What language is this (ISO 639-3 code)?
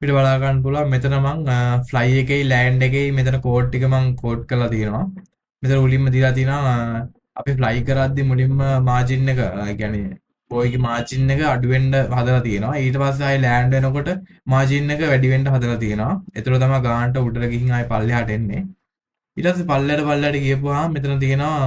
sin